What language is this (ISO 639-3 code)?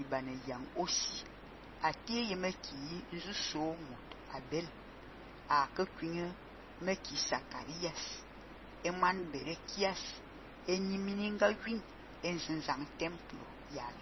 fan